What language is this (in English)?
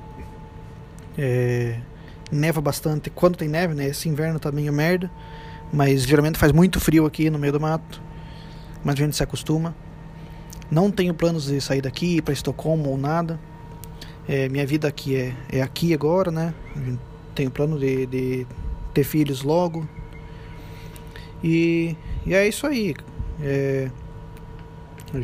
Portuguese